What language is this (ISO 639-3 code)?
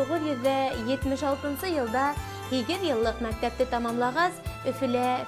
bak